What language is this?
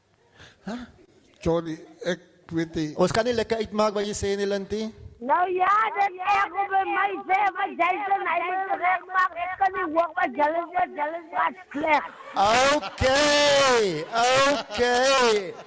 Afrikaans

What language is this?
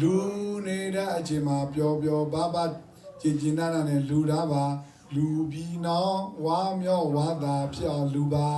S'gaw Karen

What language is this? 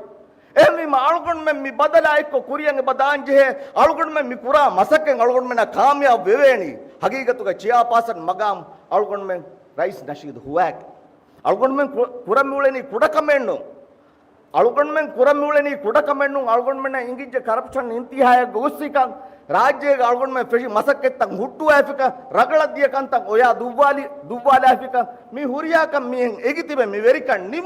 Divehi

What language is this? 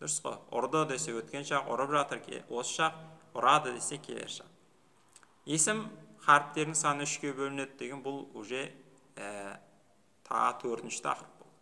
Kazakh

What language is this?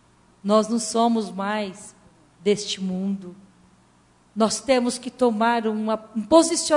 Portuguese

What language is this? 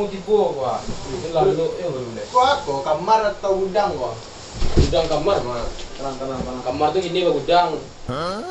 Minangkabau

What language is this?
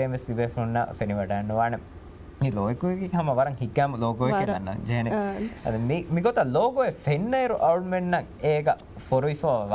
Divehi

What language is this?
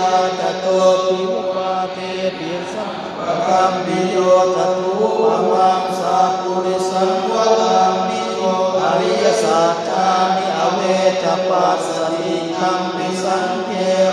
Pali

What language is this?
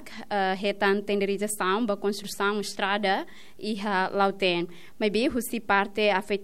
Tetum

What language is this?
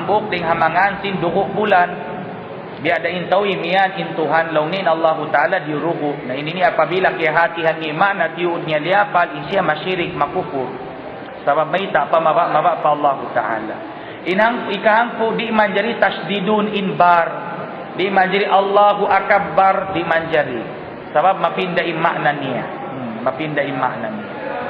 Tausug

